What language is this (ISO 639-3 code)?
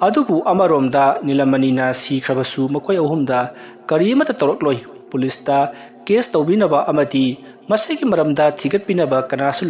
mni